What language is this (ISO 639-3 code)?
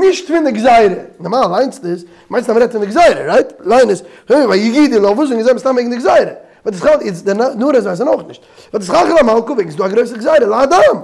yid